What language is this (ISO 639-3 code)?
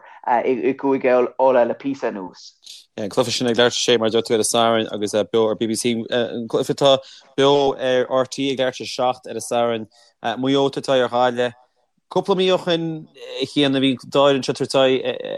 gle